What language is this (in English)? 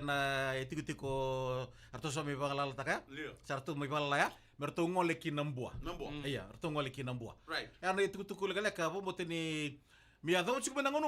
Fijian